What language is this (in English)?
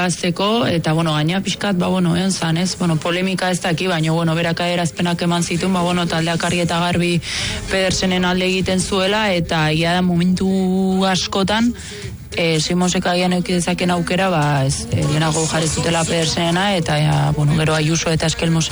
Basque